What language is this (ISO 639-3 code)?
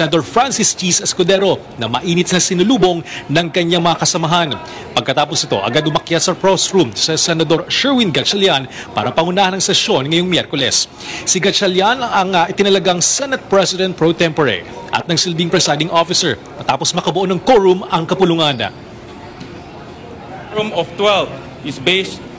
fil